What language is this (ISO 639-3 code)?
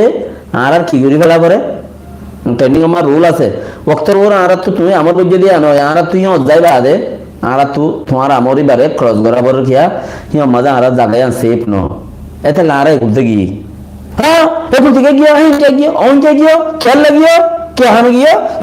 rhg